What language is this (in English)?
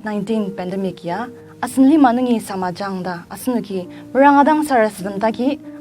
Ao Naga